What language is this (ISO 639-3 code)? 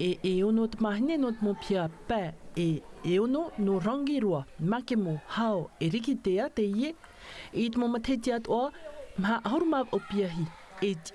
tah